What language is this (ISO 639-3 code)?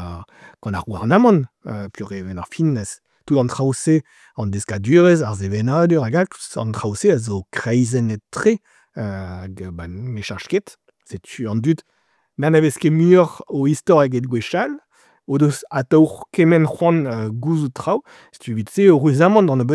bre